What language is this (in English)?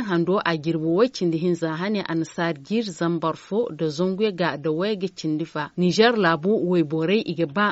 Zarma